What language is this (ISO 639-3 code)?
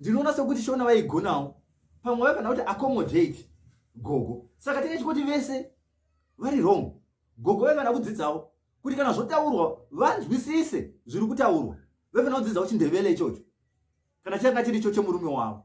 sna